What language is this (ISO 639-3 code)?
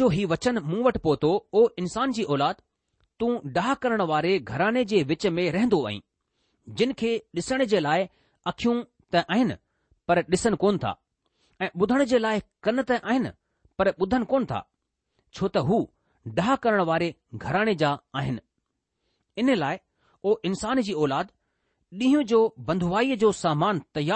snd